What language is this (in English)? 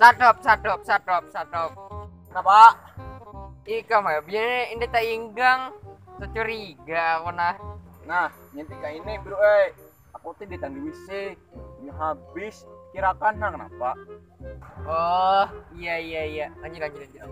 Banjar